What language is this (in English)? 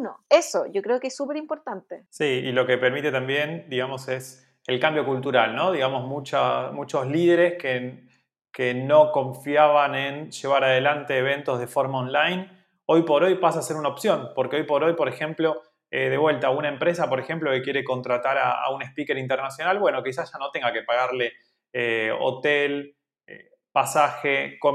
Spanish